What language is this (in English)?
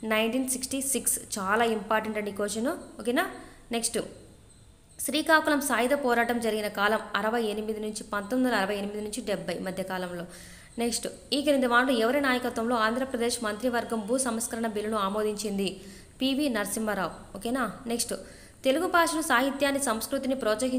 Telugu